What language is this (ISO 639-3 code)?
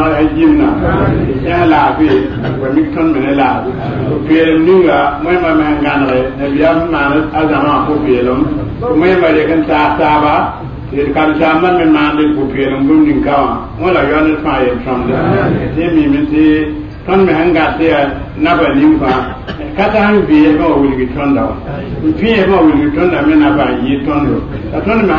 mos